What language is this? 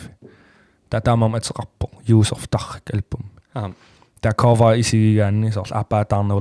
Kalaallisut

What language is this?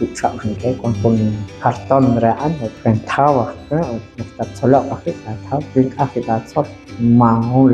Kekchí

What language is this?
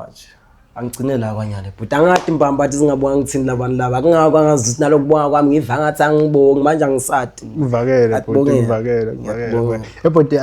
Swati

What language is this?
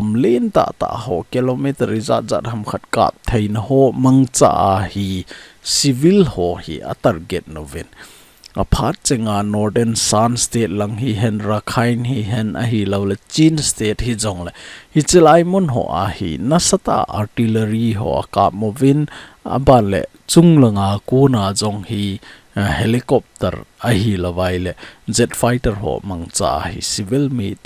Thado Chin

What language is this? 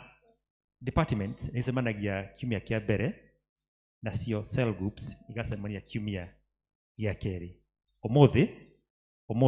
Kikuyu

